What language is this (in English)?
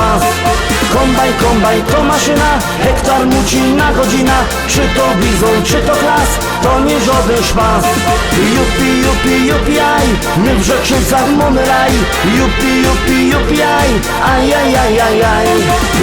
Silesian